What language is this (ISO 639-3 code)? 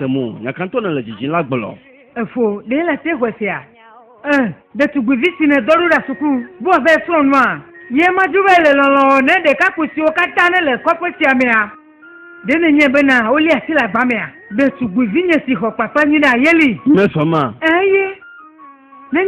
ewe